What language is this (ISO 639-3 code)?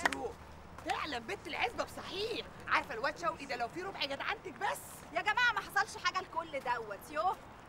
arz